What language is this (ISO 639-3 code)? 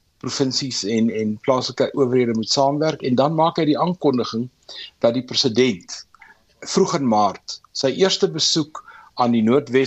afr